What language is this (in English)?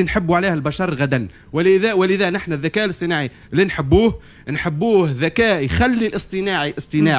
Tunisian Arabic